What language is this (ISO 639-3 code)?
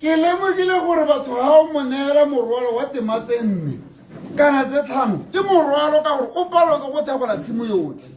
tsn